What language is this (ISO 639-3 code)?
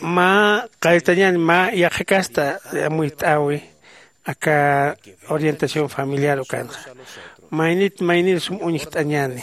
aym